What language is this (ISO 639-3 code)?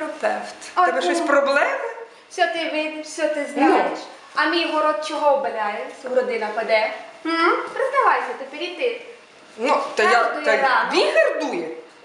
rue